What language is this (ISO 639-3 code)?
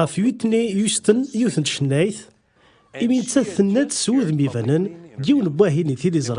kab